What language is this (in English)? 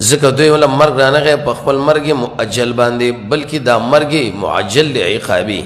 Pashto